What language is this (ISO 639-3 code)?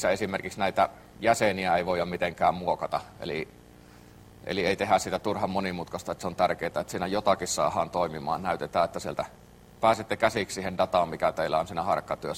fin